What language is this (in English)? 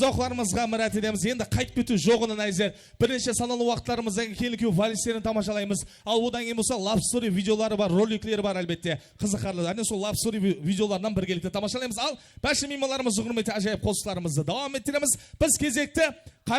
Kara-Kalpak